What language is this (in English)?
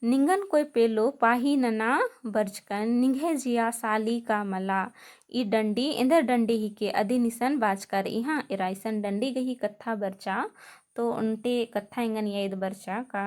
Kurukh